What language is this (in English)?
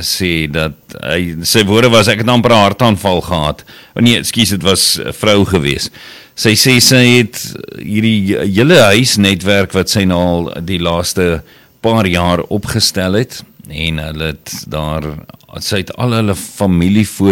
Afrikaans